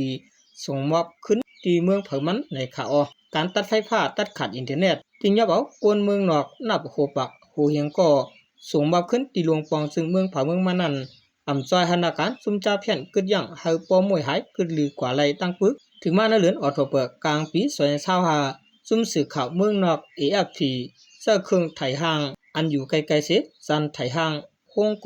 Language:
Shan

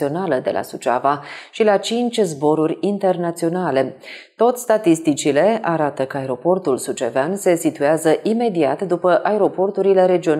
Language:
Romanian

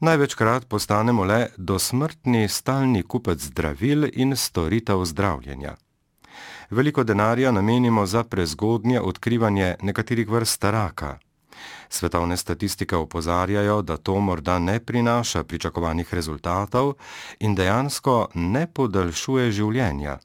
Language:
Slovenian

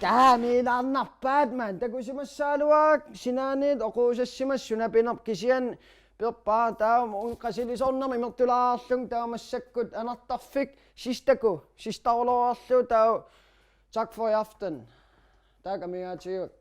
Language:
Kalaallisut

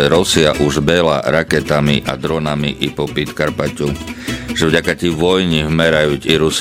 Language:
Rusyn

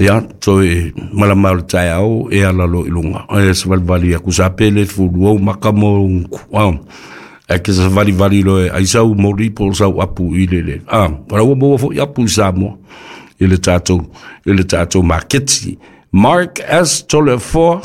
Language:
Samoan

